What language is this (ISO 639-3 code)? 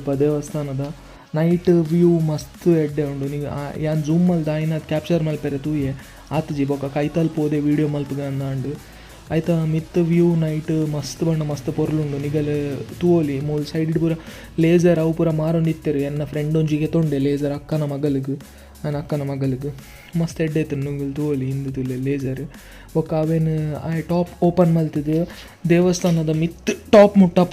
tcy